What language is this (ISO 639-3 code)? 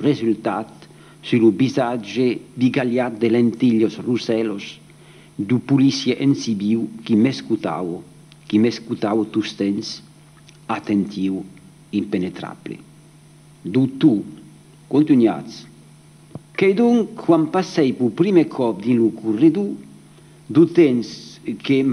oci